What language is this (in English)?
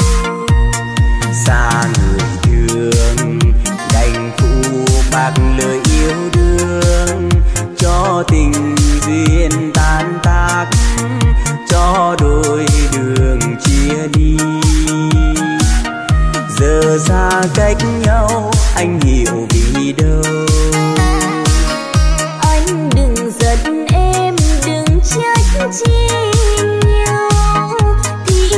Vietnamese